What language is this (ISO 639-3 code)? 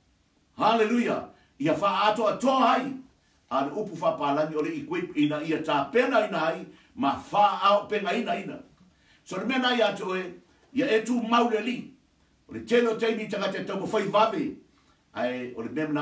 smo